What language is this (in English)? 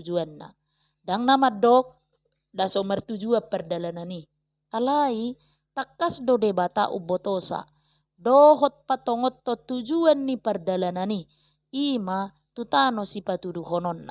Batak Toba